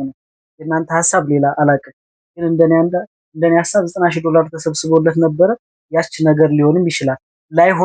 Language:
Amharic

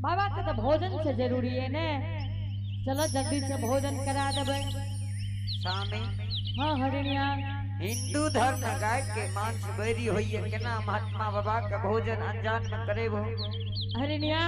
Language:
Angika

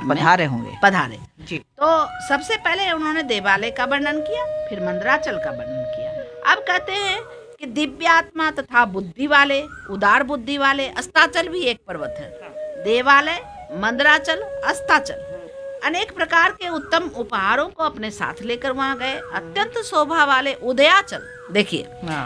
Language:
Hindi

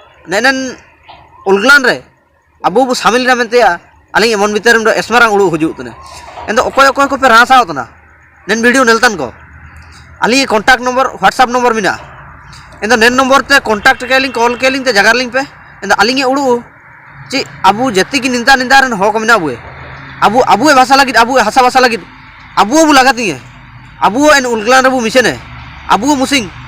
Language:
Ho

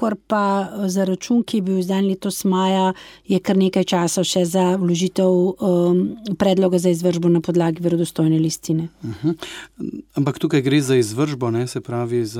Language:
Slovenian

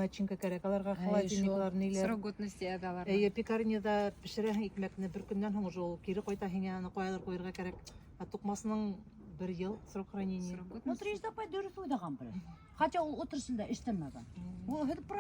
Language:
Bashkir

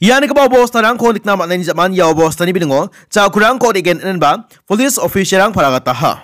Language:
Garo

